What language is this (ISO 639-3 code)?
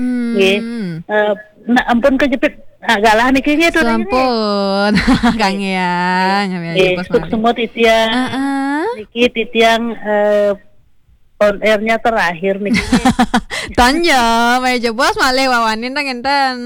ban